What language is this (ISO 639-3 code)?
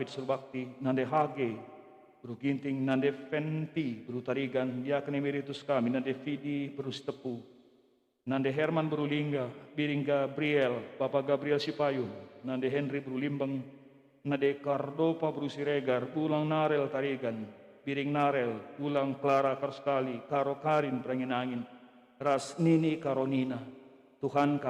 btx